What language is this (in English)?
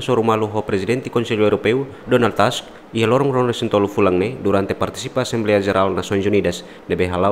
Tetum